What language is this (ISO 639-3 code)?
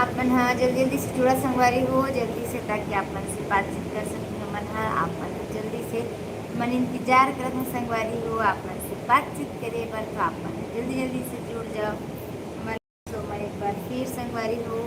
hne